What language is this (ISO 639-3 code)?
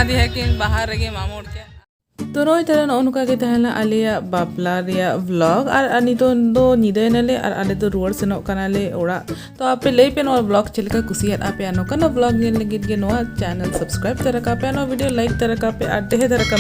sat